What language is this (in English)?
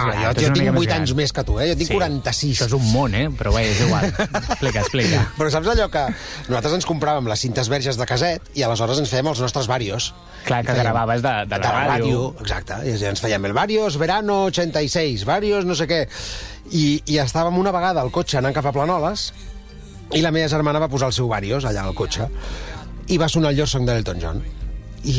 Catalan